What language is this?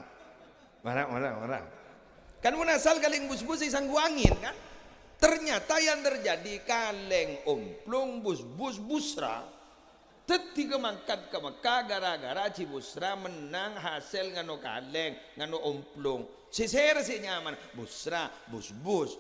Madurese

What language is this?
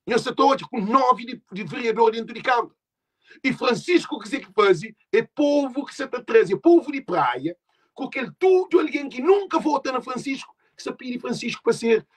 Kabuverdianu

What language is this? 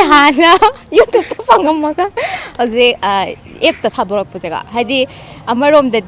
Manipuri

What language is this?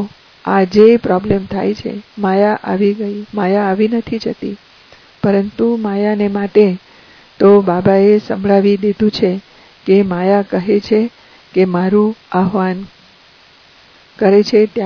Gujarati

